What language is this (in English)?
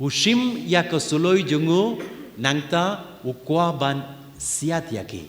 Khasi